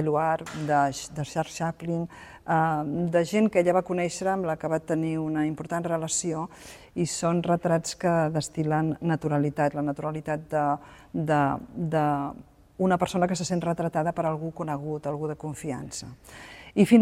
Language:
Catalan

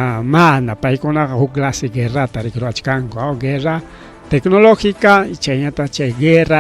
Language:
Ayacucho Quechua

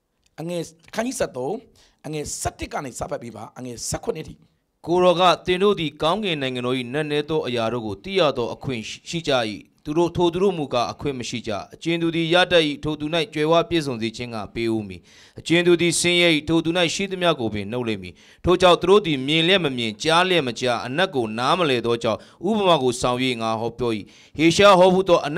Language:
Burmese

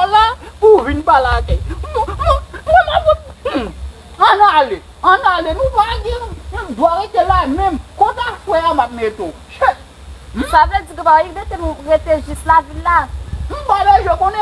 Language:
Haitian Creole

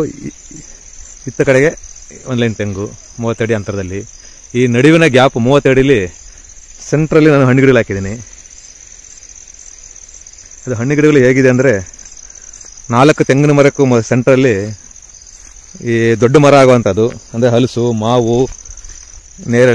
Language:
Kannada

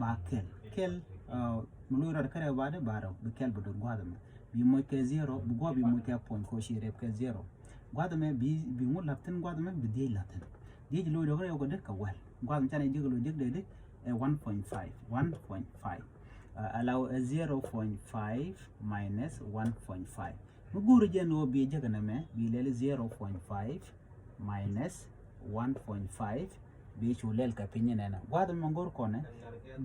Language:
Nuer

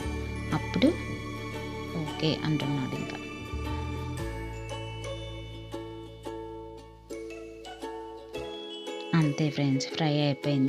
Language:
Telugu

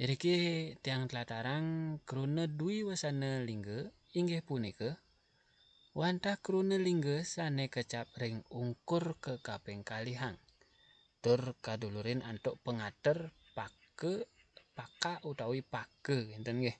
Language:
Balinese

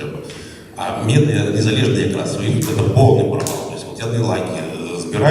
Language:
Belarusian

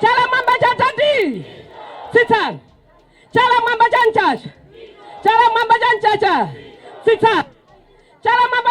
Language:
Nyanja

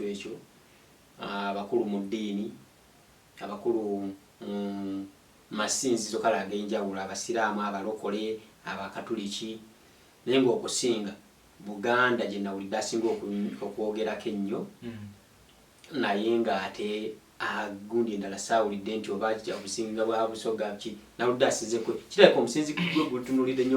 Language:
Ganda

